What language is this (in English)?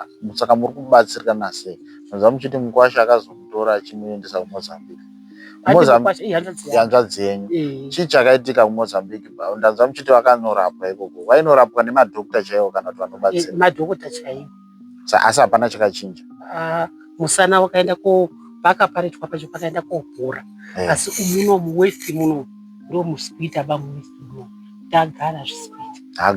Shona